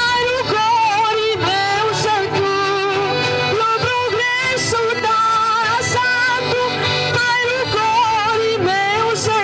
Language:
Sardinian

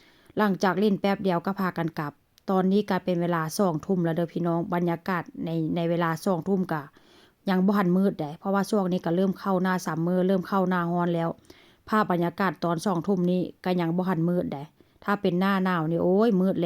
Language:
Northeastern Thai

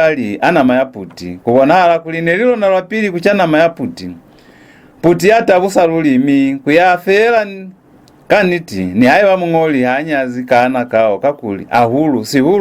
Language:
Lozi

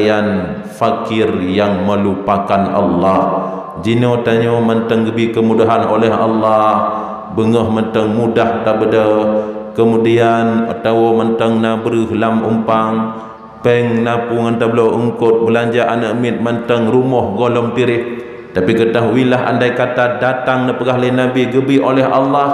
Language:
Achinese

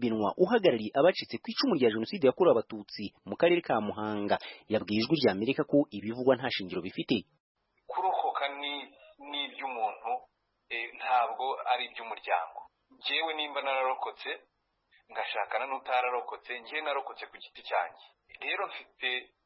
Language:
Kinyarwanda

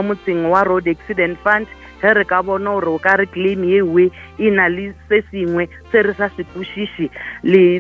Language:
Northern Sotho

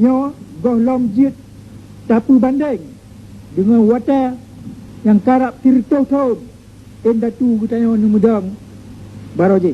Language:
Achinese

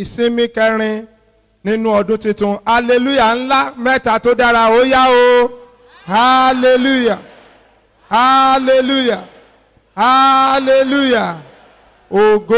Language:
Yoruba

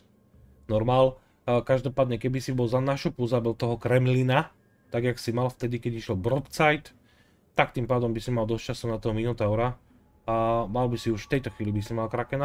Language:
Slovak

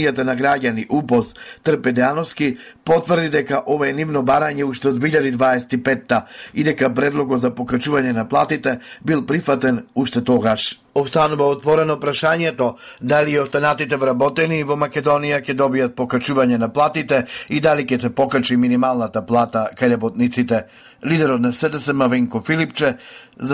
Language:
Macedonian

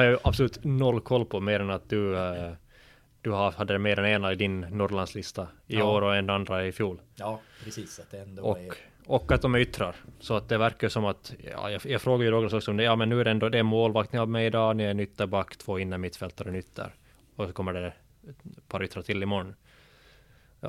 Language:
Swedish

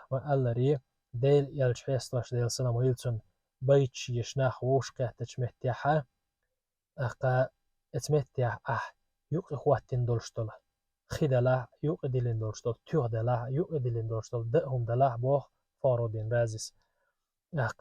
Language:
Chechen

